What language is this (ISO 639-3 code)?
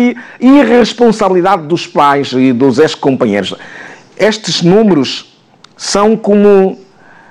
por